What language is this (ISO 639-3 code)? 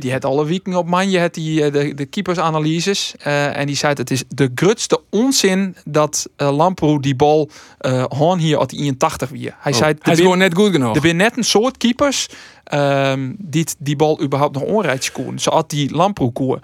fry